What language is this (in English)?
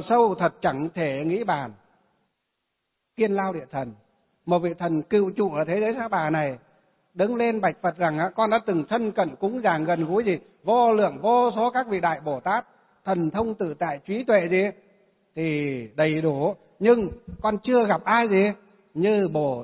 Vietnamese